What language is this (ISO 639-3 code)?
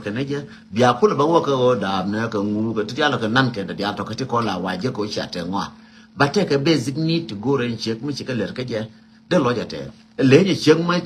nus